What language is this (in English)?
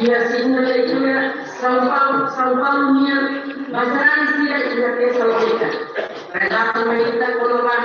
Tetum